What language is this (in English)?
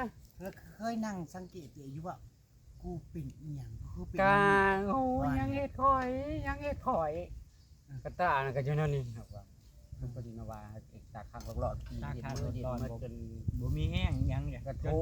Northeastern Thai